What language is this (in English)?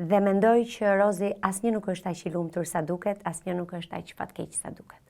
Albanian